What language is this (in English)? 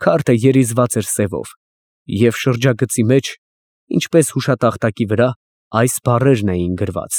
Armenian